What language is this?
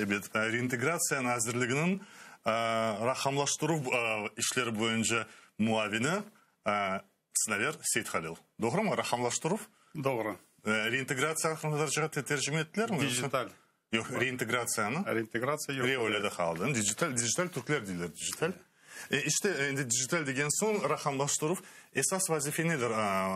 Crimean Tatar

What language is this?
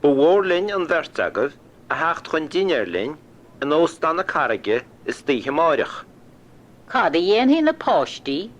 Irish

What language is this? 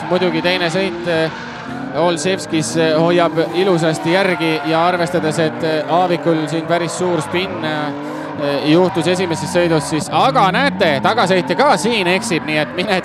Estonian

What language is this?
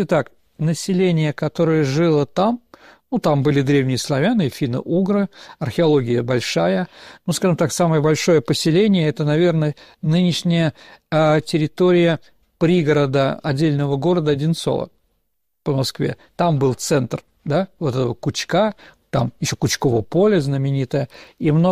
Russian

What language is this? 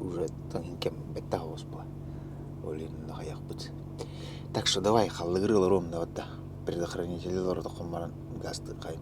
Yakut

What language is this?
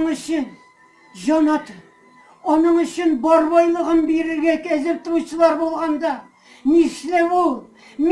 Tatar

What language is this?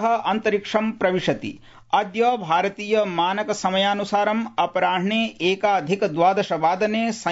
Sanskrit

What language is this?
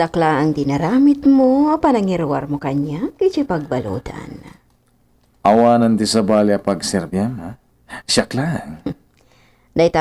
Iloko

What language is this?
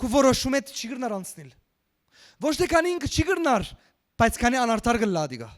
Western Armenian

